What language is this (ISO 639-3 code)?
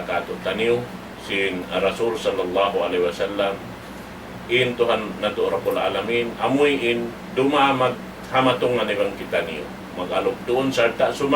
tsg